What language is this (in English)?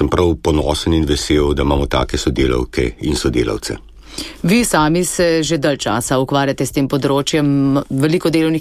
Slovenian